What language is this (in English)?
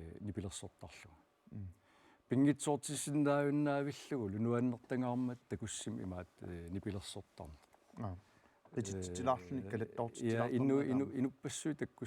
Kalaallisut